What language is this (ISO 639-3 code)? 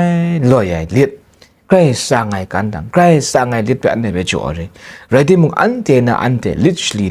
kac